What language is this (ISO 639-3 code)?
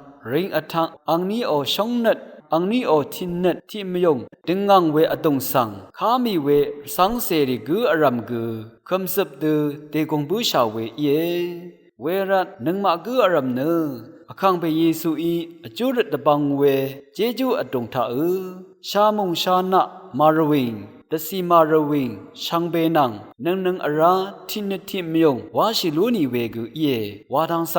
raw